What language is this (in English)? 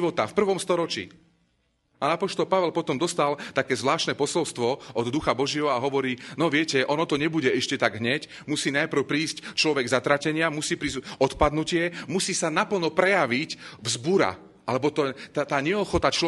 Slovak